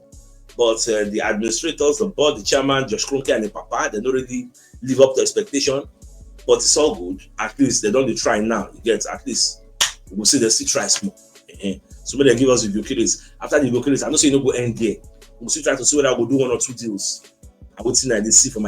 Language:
Nigerian Pidgin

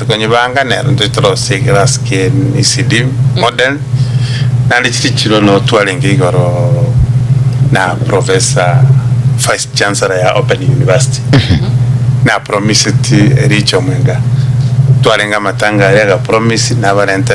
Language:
Gusii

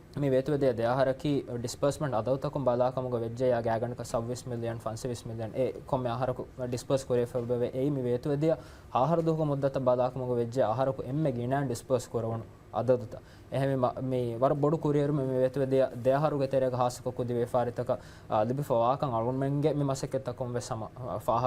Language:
Divehi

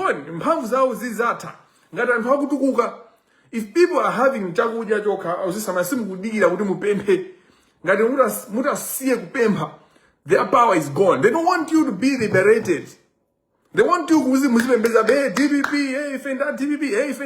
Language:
Nyanja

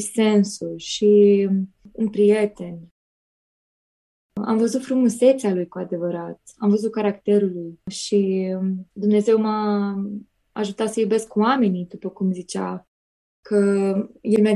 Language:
Romanian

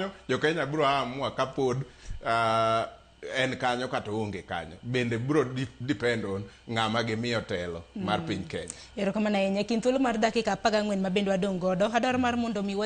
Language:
Luo (Kenya and Tanzania)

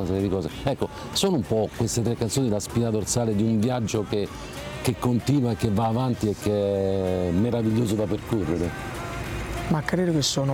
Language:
Italian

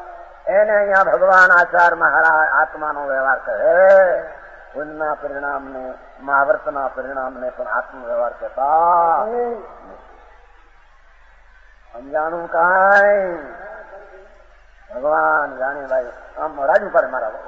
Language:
Gujarati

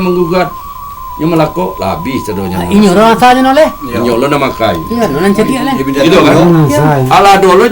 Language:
Minangkabau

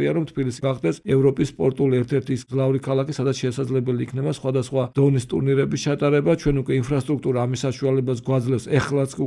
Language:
Georgian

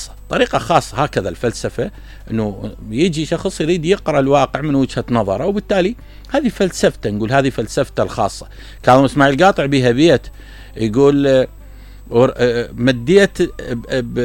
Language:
Mesopotamian Arabic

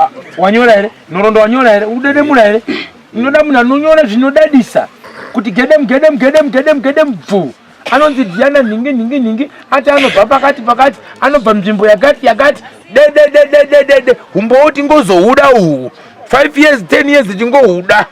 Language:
Shona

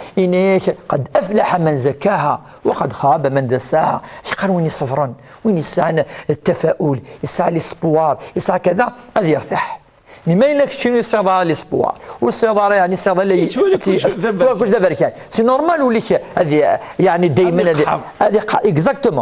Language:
Kabyle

